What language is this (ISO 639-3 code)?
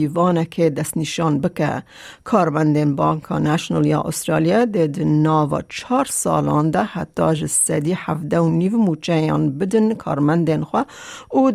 kur